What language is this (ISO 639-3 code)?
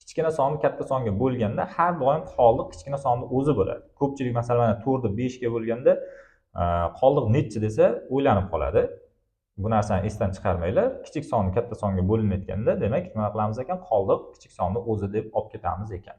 uzb